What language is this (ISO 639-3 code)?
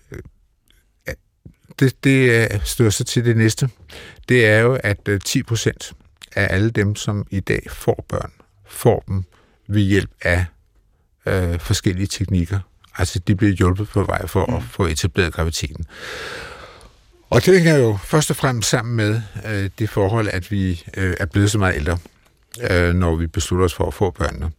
dan